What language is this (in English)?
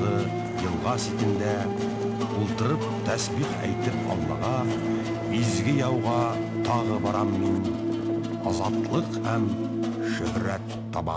Bashkir